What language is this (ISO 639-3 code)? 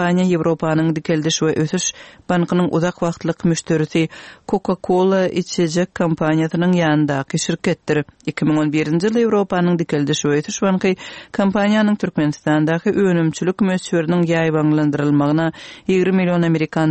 tuk